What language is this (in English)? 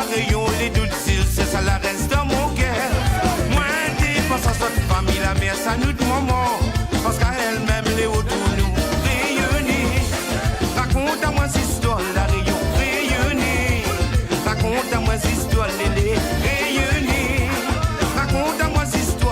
Réunion Creole French